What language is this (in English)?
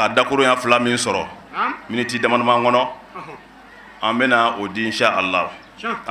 Bambara